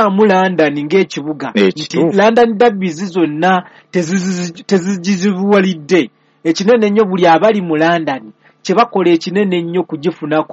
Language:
Ganda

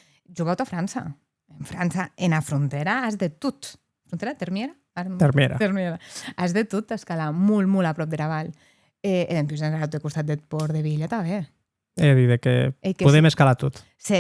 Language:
Occitan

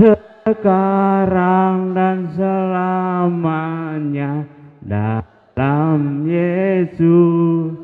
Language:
Batak Karo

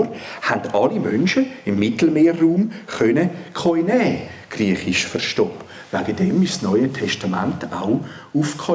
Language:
Swiss German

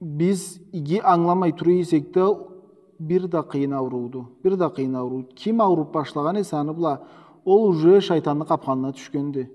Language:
Karachay-Balkar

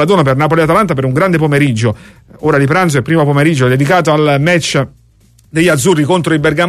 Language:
Italian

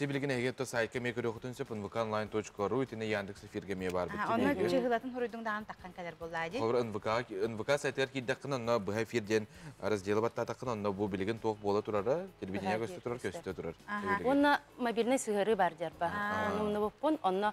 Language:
Yakut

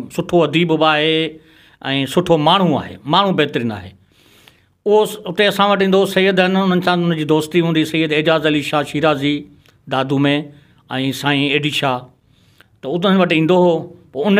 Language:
Sindhi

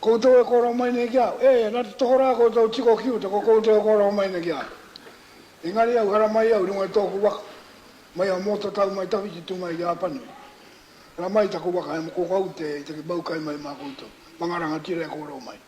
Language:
Māori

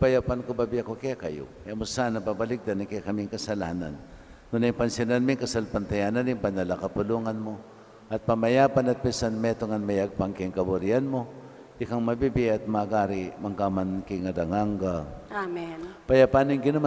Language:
Pampanga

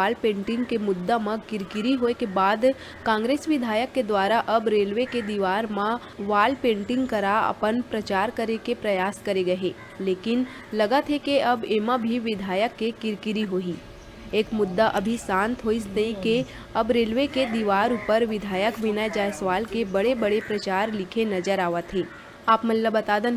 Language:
Chhattisgarhi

